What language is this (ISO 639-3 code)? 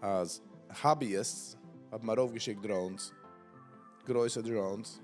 yid